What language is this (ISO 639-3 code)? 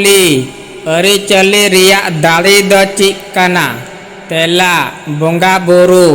sat